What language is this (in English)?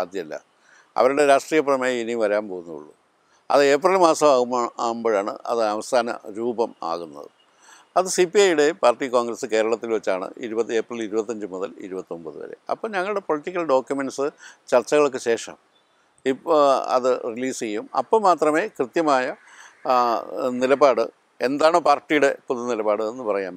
Malayalam